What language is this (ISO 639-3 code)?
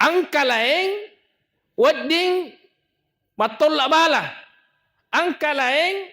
bug